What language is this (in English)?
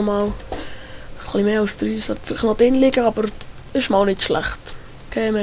Swiss German